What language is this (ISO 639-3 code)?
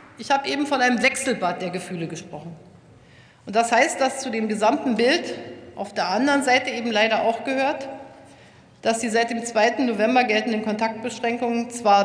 deu